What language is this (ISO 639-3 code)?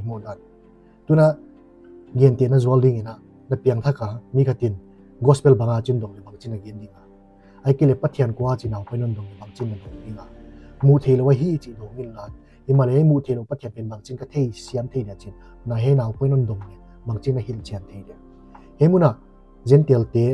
pck